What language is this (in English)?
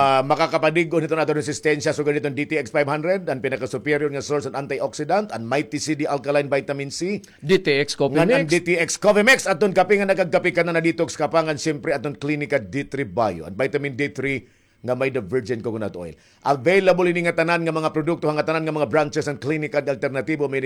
Waray